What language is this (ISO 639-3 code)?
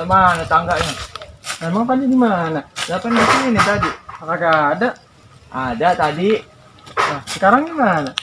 bew